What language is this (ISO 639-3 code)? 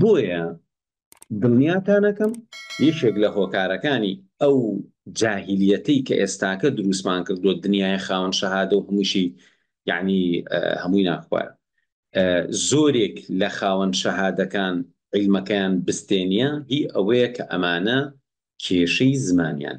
ckb